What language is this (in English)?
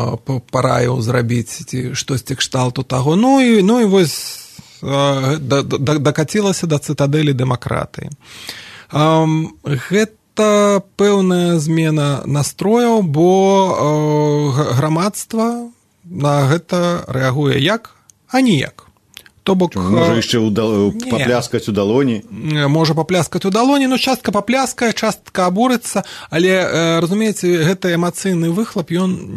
Belarusian